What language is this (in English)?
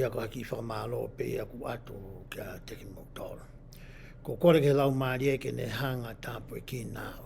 Tongan